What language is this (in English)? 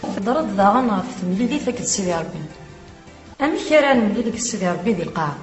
Kabyle